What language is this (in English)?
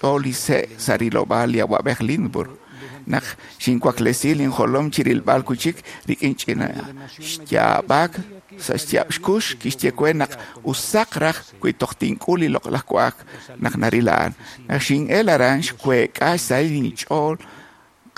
Kekchí